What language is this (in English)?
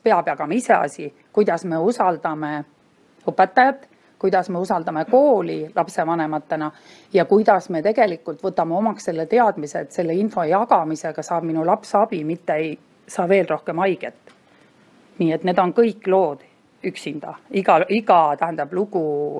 Estonian